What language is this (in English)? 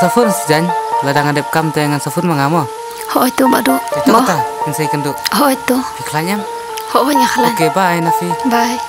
Khasi